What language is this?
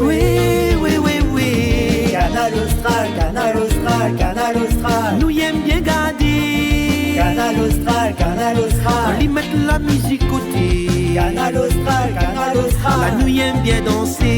Réunion Creole French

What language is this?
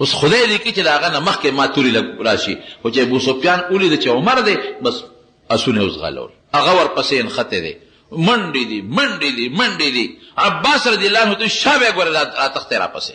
Pashto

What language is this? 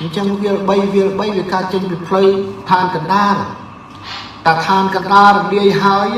Khmer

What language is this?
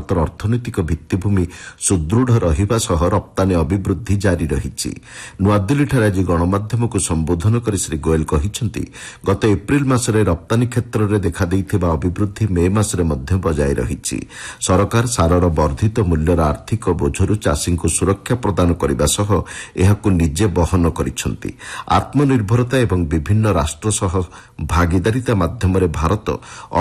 Odia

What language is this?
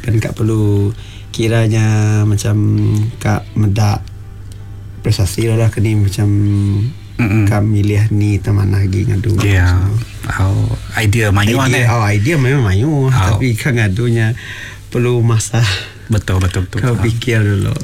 Iban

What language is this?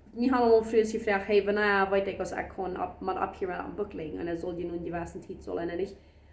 Plautdietsch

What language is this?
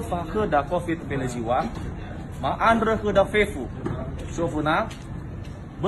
Nias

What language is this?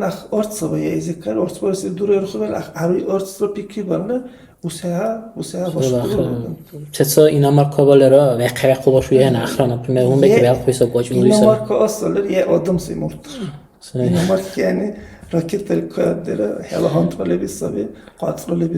Dargwa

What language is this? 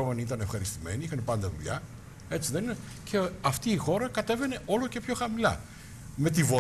Greek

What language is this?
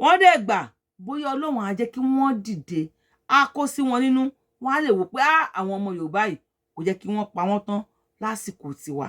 Yoruba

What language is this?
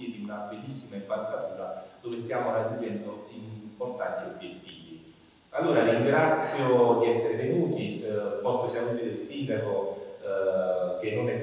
Italian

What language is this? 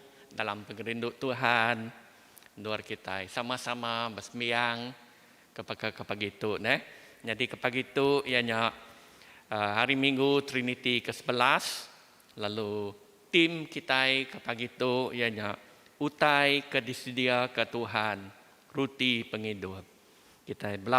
Iban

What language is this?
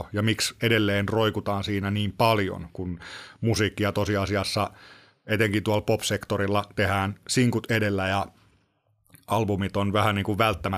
Finnish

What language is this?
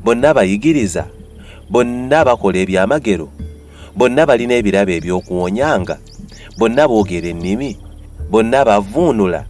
Ganda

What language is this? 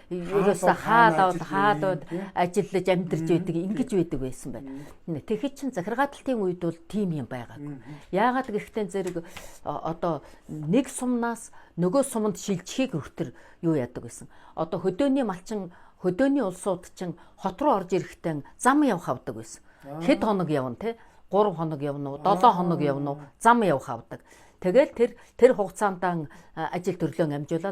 Mongolian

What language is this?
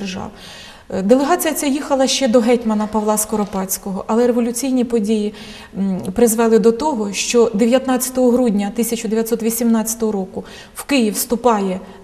Ukrainian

